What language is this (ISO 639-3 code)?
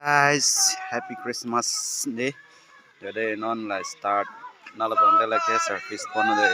mjw